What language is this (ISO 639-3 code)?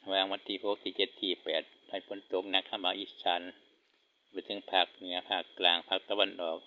lao